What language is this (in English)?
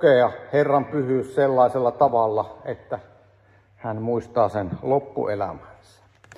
Finnish